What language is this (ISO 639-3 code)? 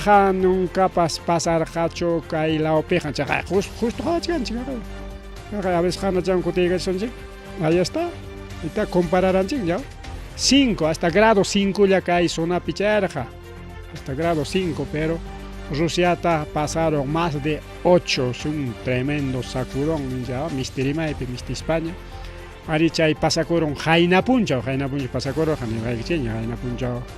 quy